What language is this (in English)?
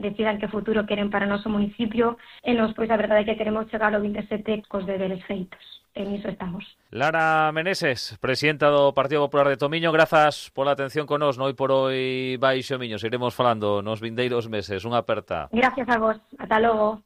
Galician